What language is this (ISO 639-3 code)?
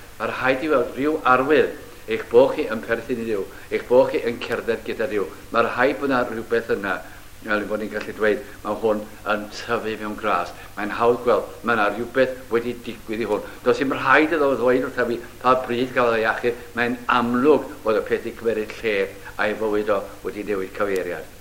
cym